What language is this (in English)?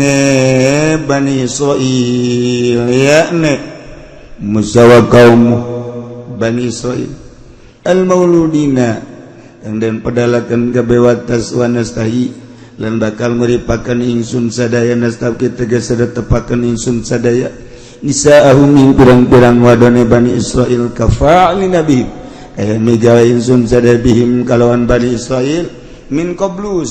Sundanese